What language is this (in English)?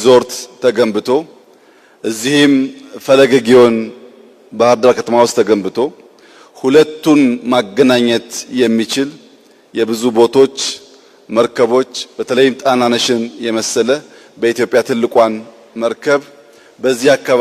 Amharic